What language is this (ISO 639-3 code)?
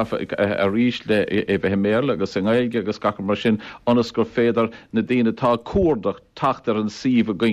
gle